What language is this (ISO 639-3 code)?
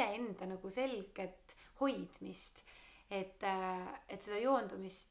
est